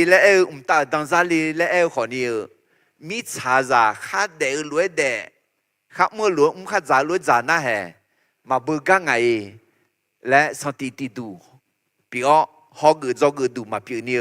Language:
Akha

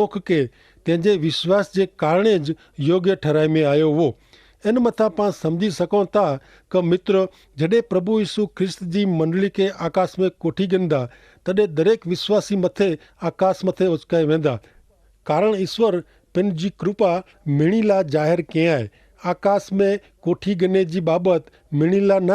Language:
Kachhi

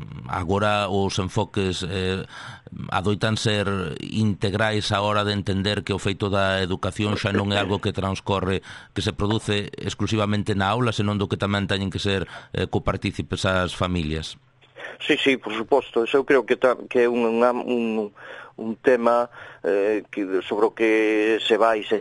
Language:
Galician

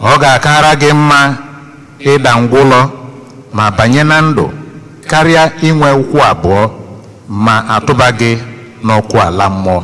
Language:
Igbo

